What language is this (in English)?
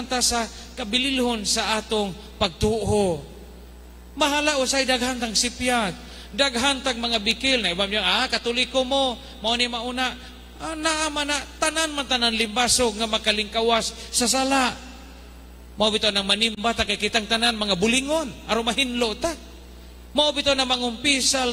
Cebuano